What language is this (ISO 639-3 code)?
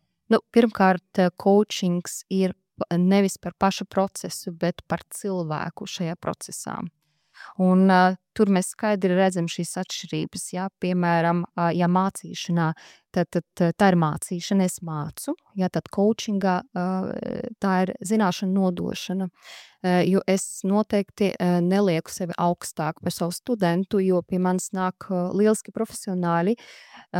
lav